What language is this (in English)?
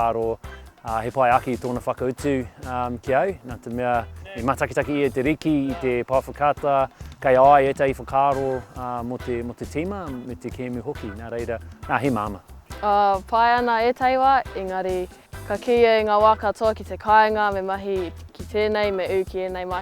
Māori